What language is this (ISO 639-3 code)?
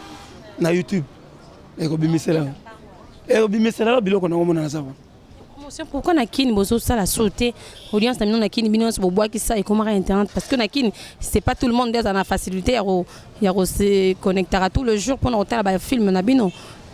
lin